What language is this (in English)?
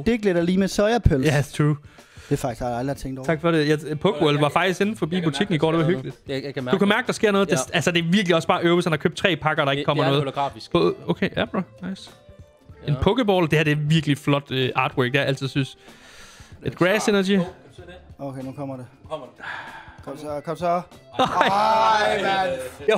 Danish